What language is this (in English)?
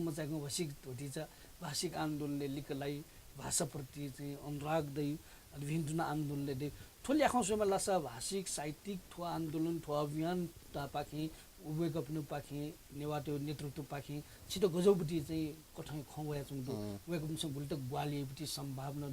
Newari